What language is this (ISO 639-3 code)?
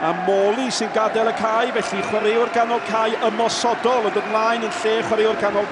cym